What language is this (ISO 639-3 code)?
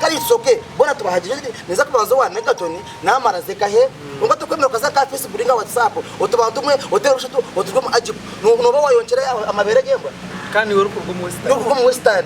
nyn